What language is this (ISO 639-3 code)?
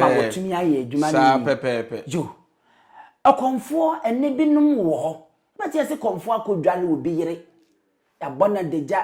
aka